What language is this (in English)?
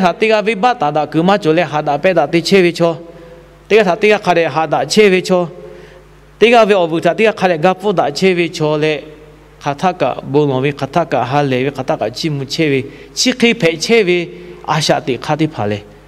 Lahu